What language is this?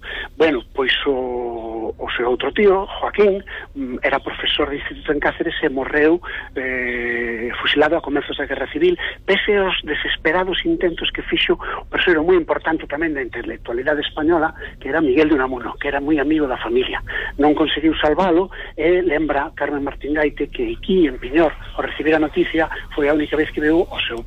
Galician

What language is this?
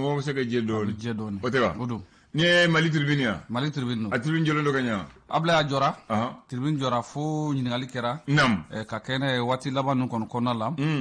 Bambara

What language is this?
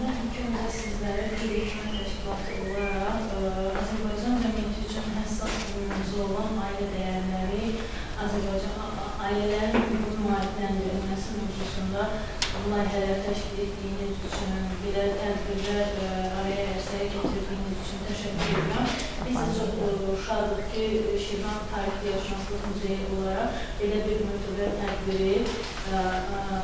Azerbaijani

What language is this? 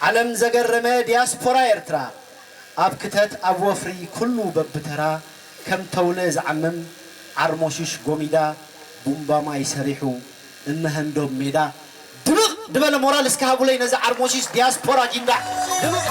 Tigrinya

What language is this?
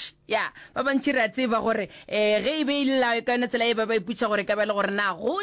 Northern Sotho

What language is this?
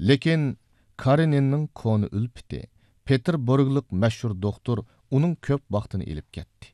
Uyghur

